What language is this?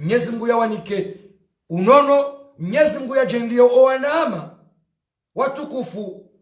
Ngazidja Comorian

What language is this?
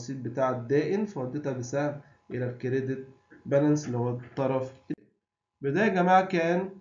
Egyptian Arabic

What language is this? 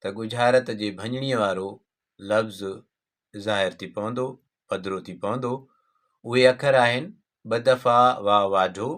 Sindhi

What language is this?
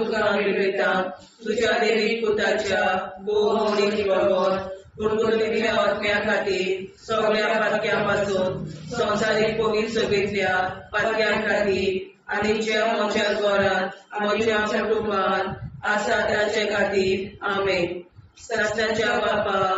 Konkani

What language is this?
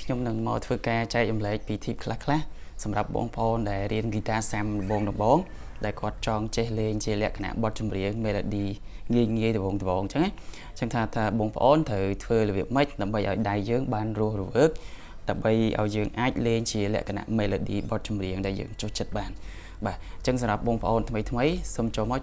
Khmer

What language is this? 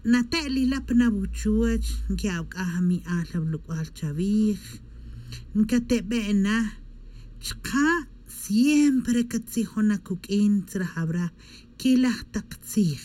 Tz'utujil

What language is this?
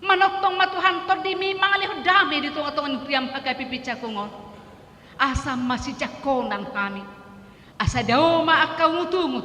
Batak Toba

